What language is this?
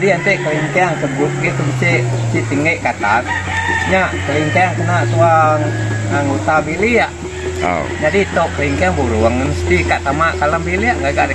Iban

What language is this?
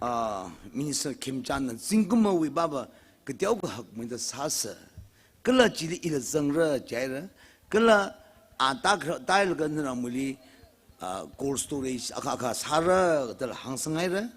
Tangkhul Naga (India)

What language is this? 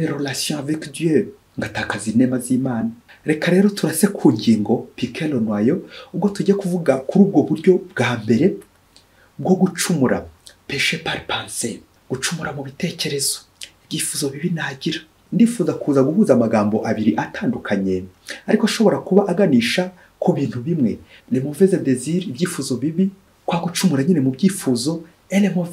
Kinyarwanda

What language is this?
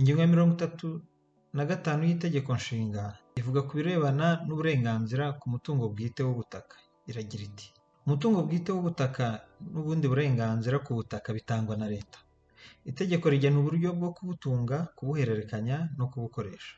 Kinyarwanda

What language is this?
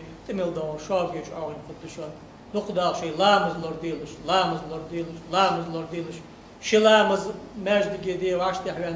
Ingush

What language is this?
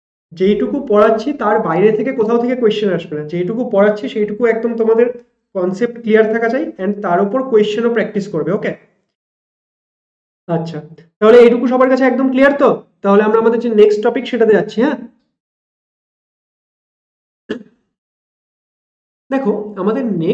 Bangla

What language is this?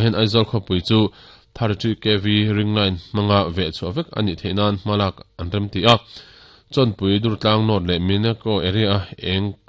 Mizo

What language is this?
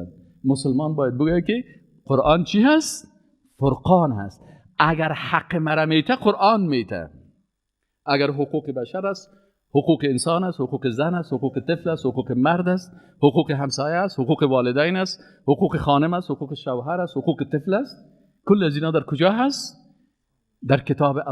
Persian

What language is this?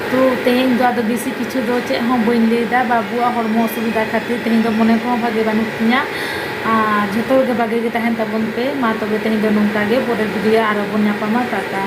Santali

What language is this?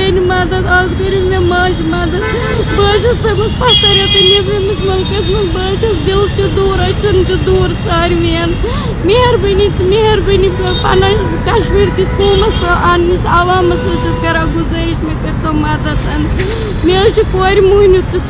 Kashmiri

